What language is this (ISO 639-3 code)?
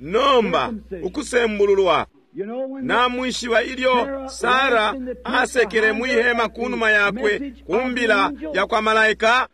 bem